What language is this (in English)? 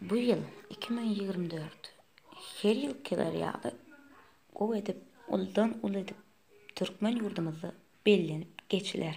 Turkmen